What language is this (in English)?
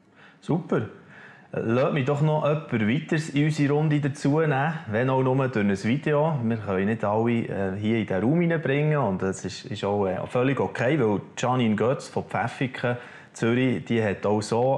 Swiss German